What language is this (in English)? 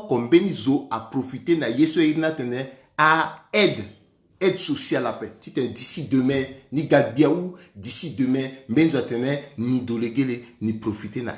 Sango